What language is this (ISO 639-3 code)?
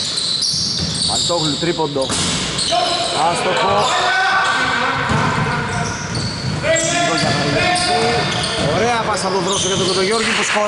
ell